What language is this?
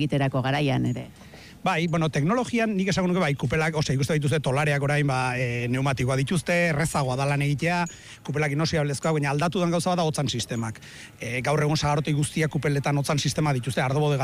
Basque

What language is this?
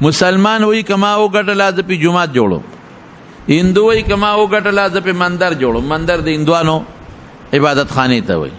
Pashto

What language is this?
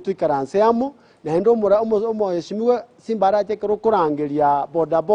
Gusii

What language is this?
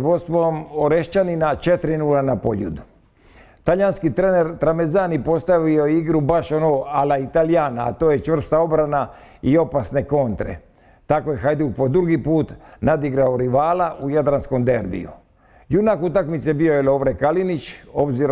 Croatian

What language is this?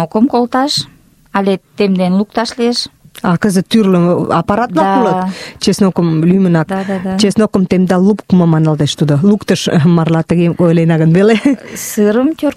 Mari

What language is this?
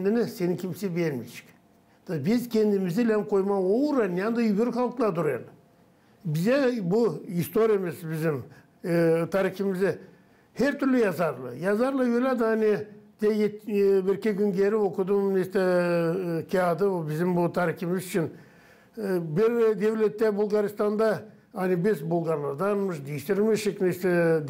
Gagauz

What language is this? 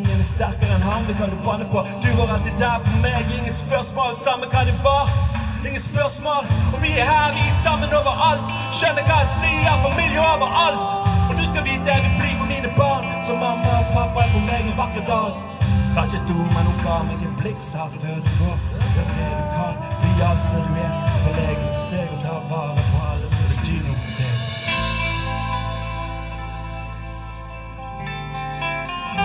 Norwegian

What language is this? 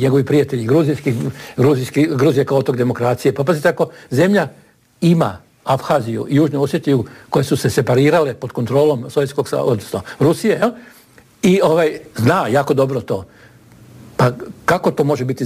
Croatian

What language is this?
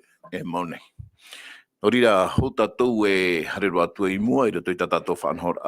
Tahitian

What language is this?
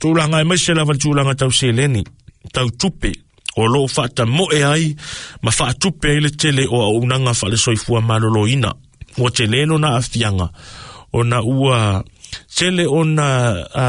Samoan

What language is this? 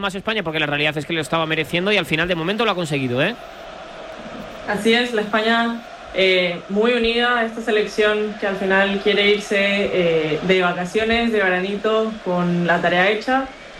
Spanish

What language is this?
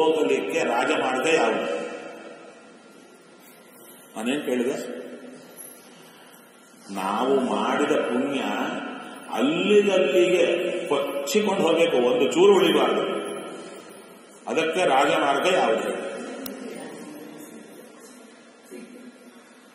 Kannada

